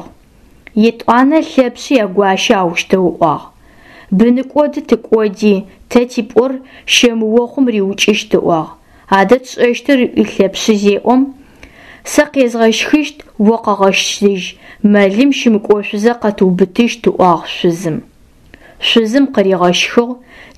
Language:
Adyghe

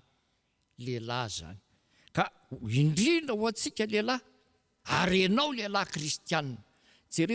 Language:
Malagasy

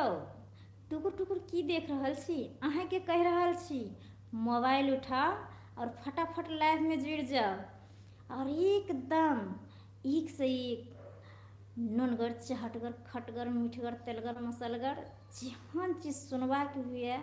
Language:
Maithili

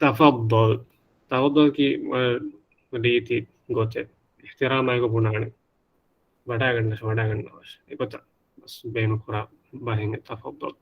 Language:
Divehi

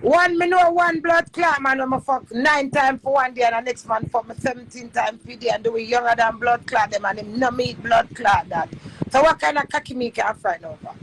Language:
Jamaican Creole English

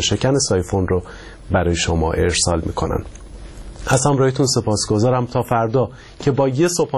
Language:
Persian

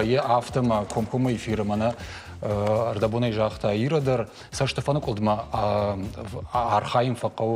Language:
Ossetic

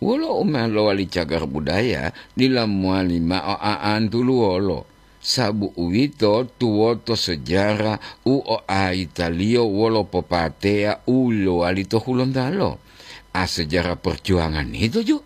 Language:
Gorontalo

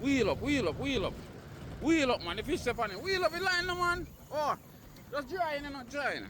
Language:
Jamaican Creole English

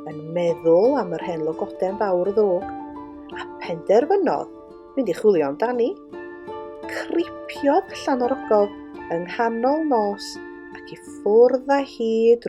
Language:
Welsh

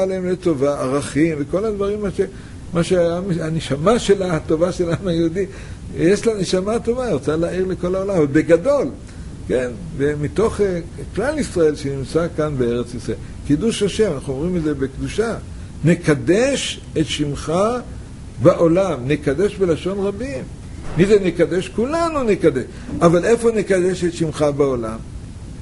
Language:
Hebrew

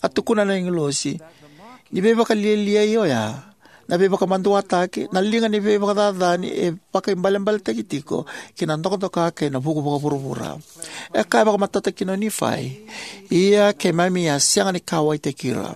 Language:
Fijian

